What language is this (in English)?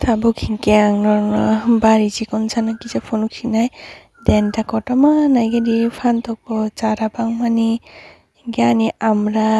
Kok Borok